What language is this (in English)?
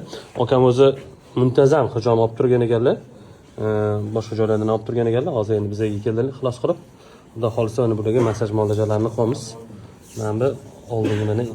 Uzbek